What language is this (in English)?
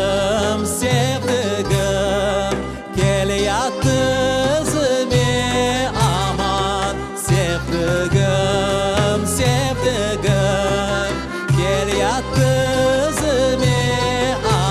Crimean Tatar